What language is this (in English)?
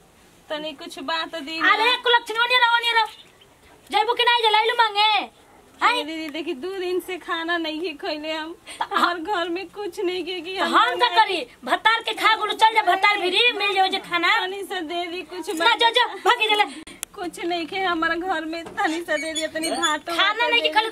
Bhojpuri